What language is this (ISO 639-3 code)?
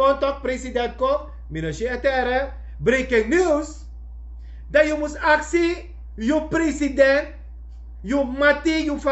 srn